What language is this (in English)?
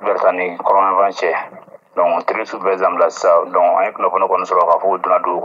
Bambara